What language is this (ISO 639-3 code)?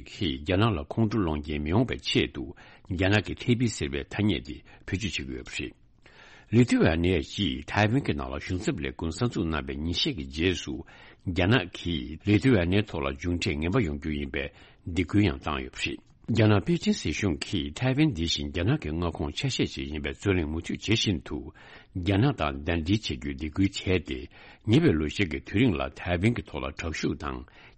bod